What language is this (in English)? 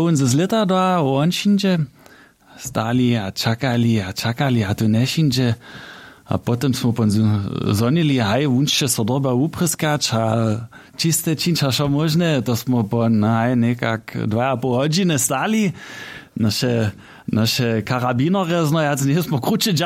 Upper Sorbian